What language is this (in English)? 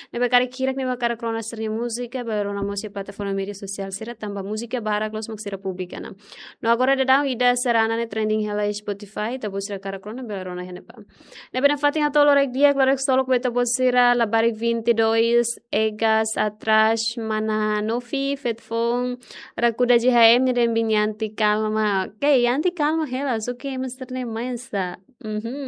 Tetum